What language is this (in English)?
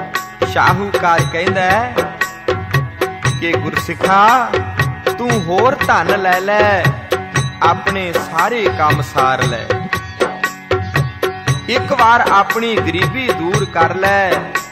Punjabi